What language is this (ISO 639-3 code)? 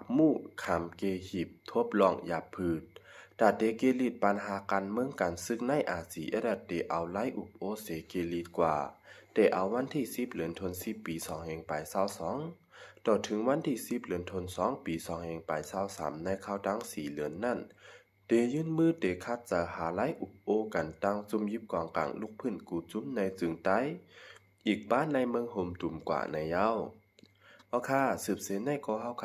shn